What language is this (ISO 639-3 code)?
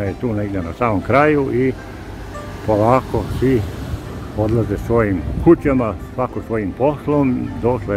hrv